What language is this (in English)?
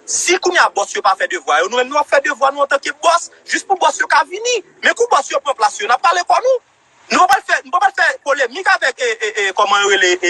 Haitian Creole